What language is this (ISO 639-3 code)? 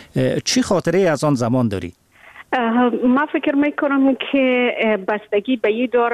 fas